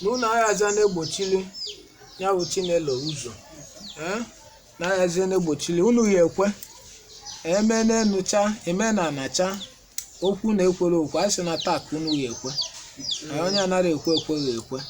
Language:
Igbo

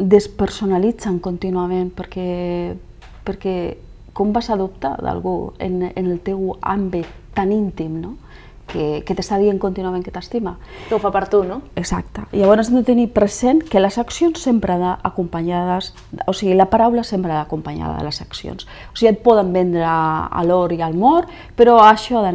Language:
Catalan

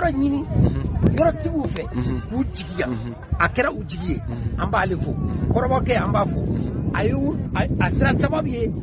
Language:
Bambara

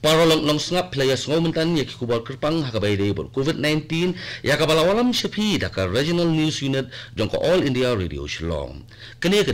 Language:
Khasi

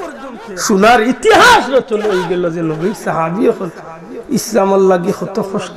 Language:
Sylheti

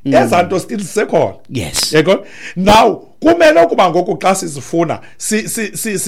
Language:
Xhosa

